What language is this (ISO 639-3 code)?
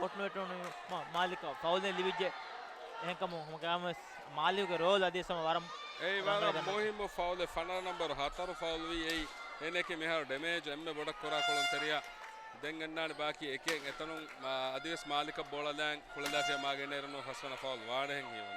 div